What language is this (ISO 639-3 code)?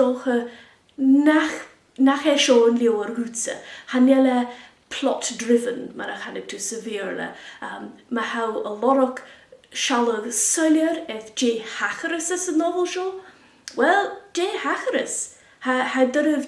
gla